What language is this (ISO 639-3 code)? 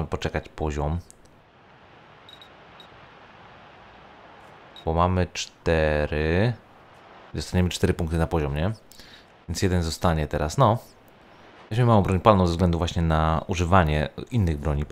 pol